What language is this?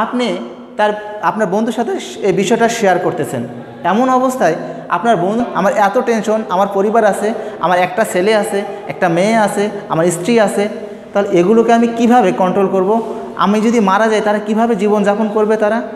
Bangla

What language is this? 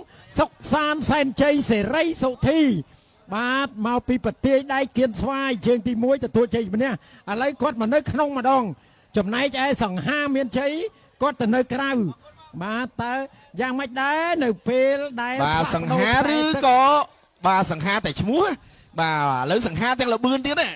Khmer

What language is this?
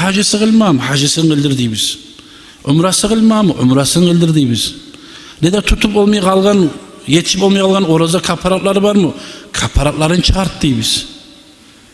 Kumyk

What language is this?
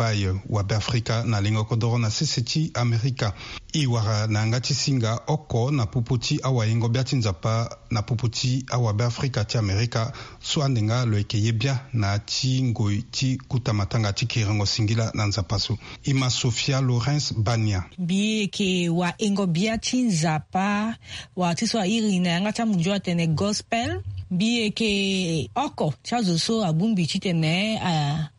Sango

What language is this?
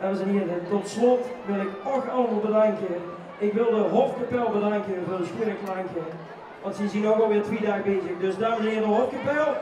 Limburgish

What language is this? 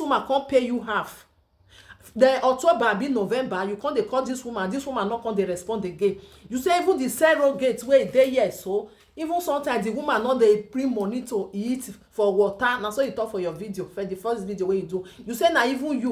Nigerian Pidgin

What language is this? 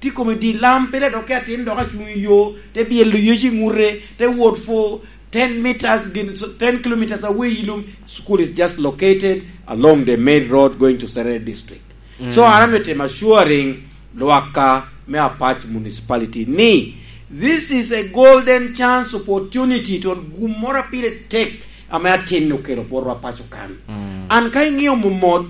Lango (Uganda)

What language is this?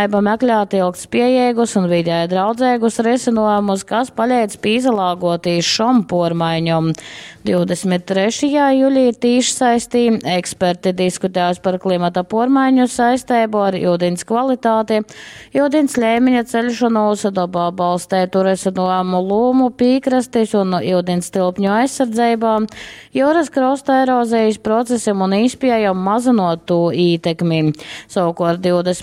Latgalian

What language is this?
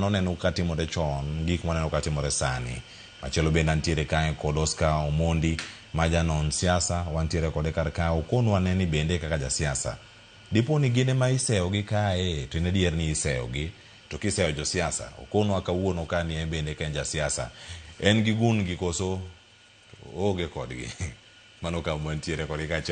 Luo (Kenya and Tanzania)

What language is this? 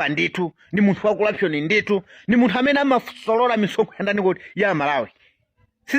Nyanja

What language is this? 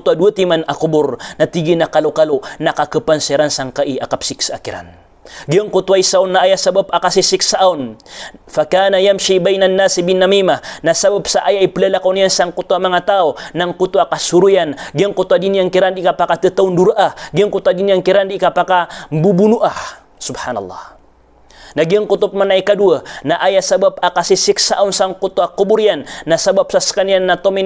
Maranao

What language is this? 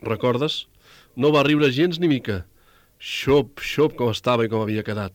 Catalan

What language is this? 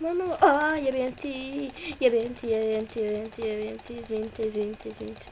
Bosnian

